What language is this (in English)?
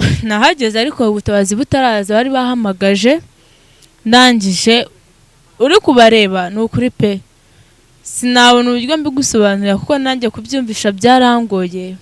Kinyarwanda